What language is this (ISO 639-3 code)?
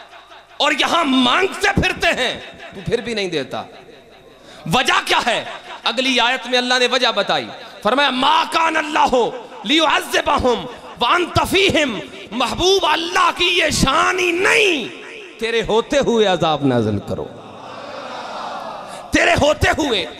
urd